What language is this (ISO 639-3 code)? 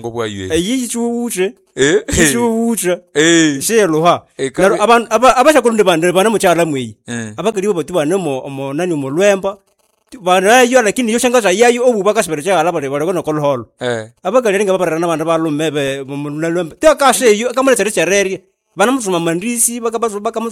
nnb